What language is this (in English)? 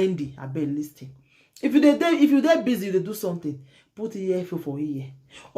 Nigerian Pidgin